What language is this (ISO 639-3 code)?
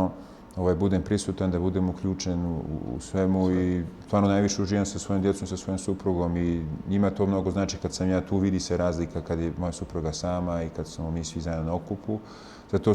bos